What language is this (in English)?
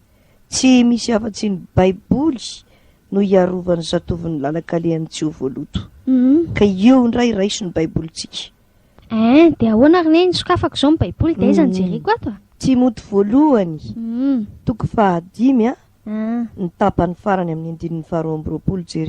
Malagasy